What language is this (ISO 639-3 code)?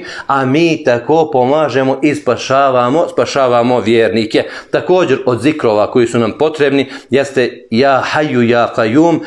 bos